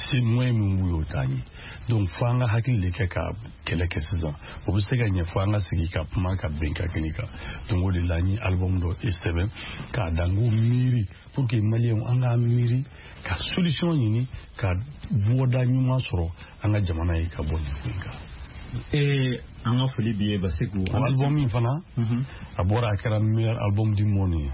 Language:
Bambara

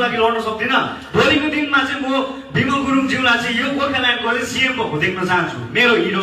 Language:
Nepali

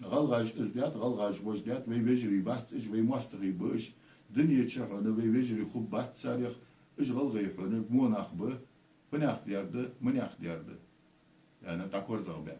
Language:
Ingush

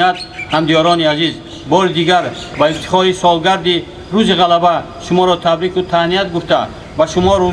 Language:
Tajik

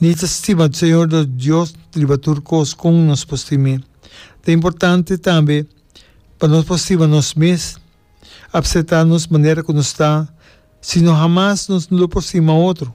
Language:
Papiamento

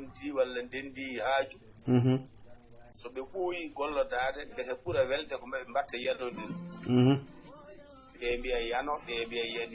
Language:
Fula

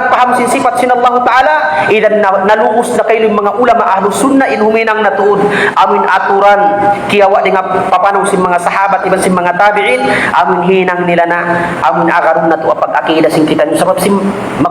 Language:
Tausug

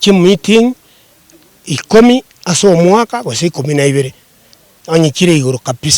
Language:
Gusii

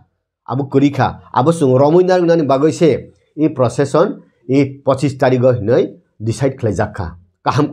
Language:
Kok Borok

